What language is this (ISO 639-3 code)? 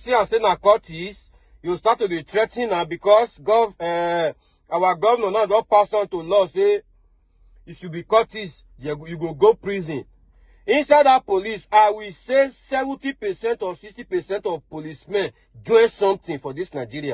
pcm